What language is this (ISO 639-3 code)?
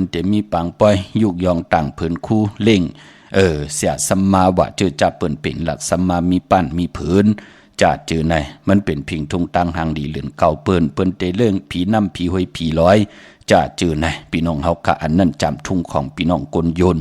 shn